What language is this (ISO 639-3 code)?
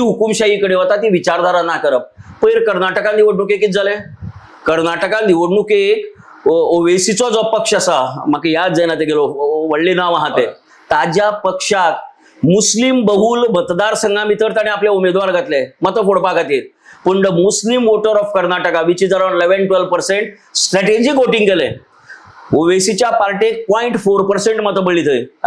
kok